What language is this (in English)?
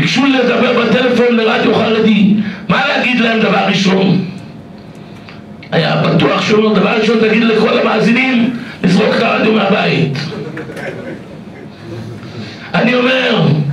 Hebrew